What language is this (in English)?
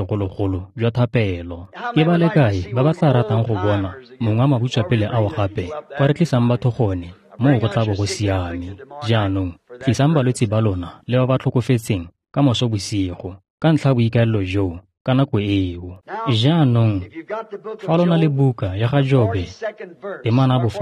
Tswana